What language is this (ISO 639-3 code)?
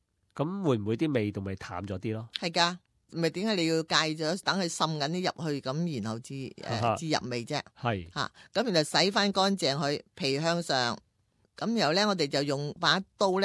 yue